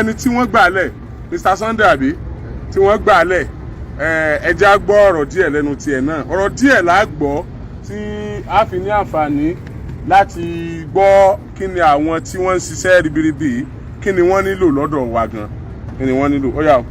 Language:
Yoruba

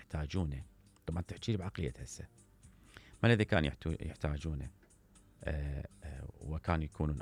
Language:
Mesopotamian Arabic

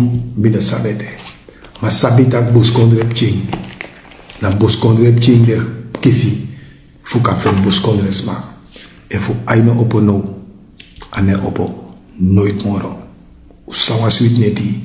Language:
Sranan Tongo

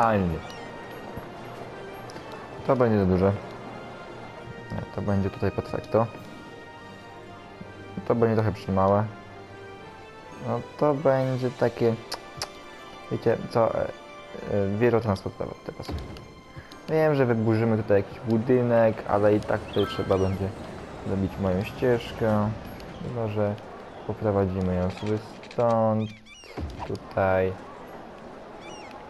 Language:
Polish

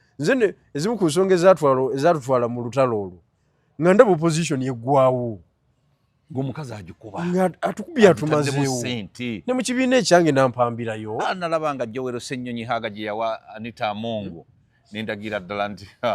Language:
Ganda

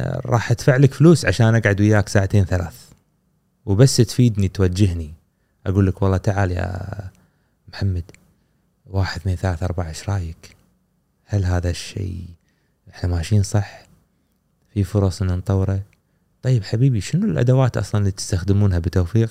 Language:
Gulf Arabic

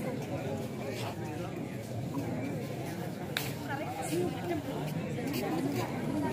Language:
Tamil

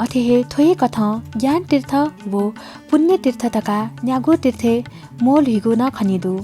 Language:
Newari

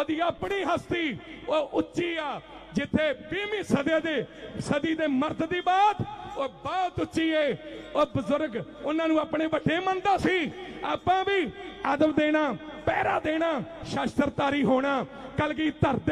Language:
Punjabi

